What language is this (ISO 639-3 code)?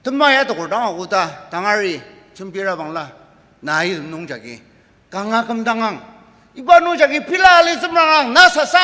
njo